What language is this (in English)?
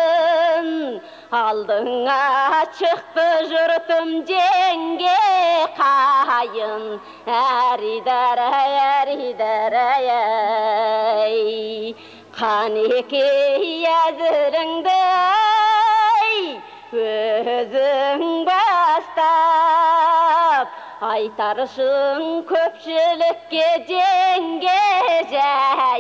Kazakh